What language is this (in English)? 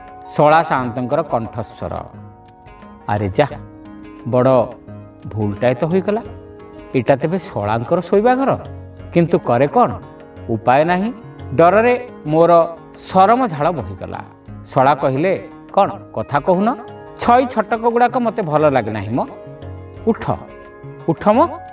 Odia